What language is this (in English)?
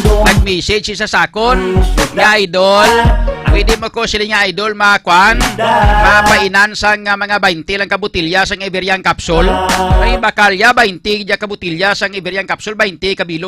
Hiligaynon